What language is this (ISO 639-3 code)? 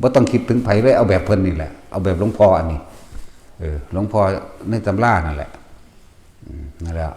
tts